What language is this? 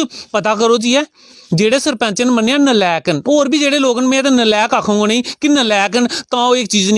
Dogri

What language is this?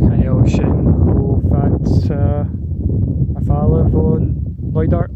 Scottish Gaelic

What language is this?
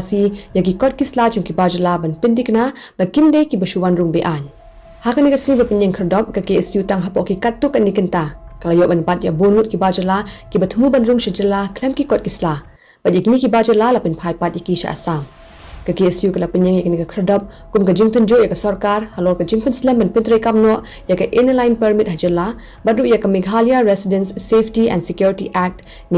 Khasi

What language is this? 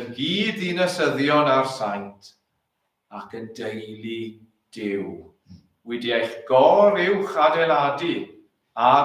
Welsh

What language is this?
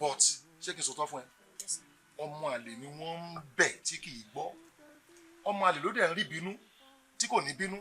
Yoruba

